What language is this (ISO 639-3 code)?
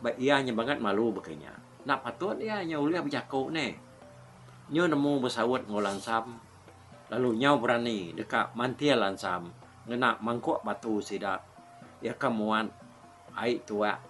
iba